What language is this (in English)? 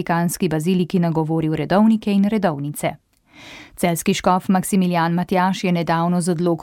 Slovenian